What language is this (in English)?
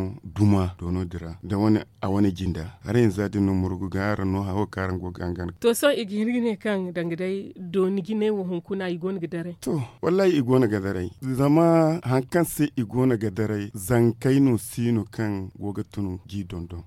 Zarma